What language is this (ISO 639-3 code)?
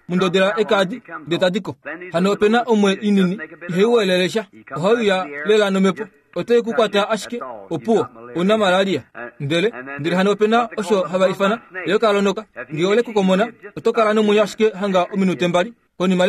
kua